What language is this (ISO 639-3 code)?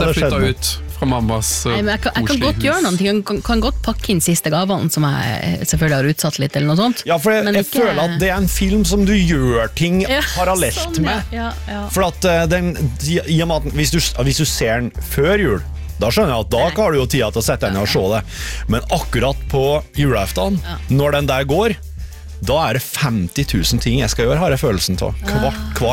nor